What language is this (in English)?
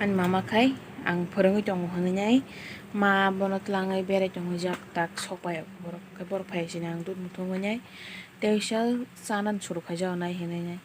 Kok Borok